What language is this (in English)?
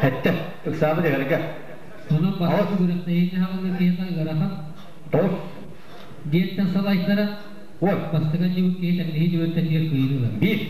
Yakut